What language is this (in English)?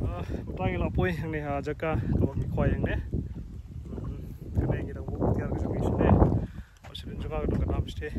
Khasi